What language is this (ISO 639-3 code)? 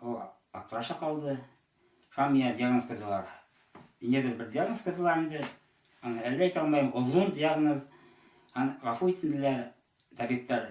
bak